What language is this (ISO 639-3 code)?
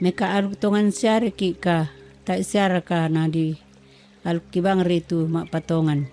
sda